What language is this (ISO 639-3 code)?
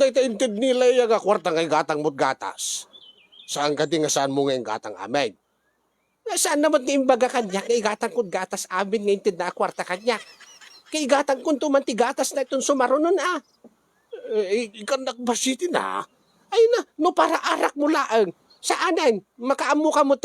ilo